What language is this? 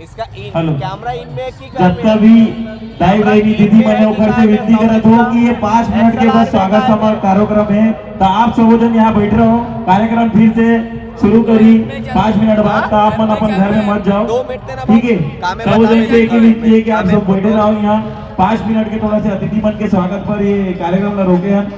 Chhattisgarhi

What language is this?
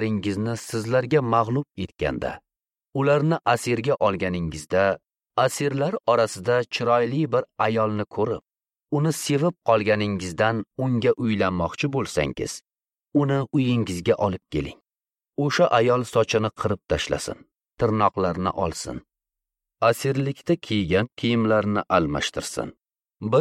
Uzbek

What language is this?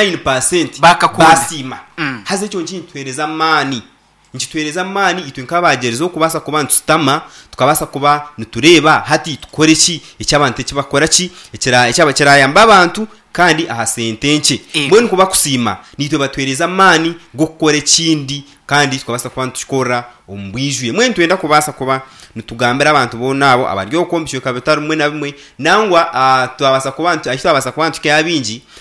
Nyankole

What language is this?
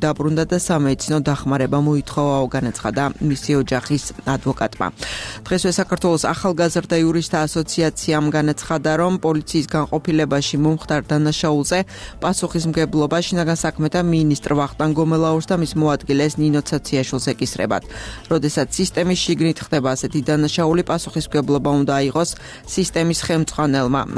Georgian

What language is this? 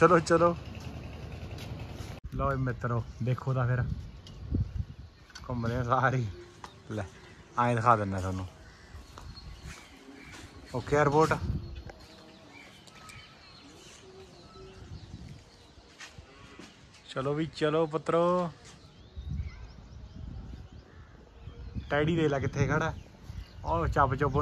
Punjabi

